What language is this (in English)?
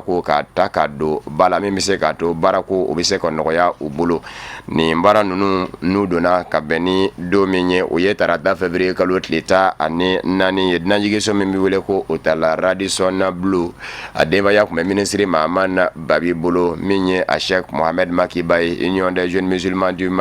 Bambara